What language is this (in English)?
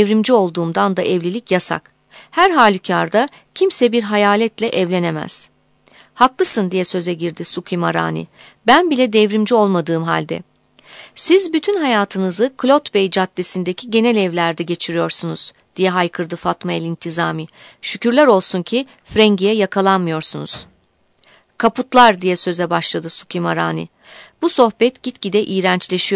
Turkish